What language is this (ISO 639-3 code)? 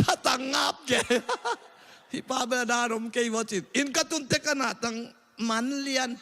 ctd